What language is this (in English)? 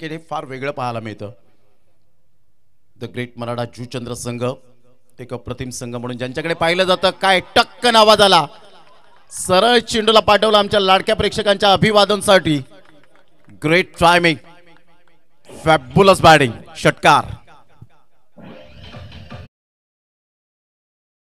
Marathi